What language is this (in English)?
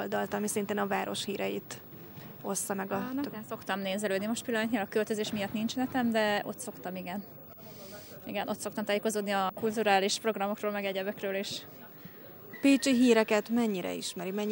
Hungarian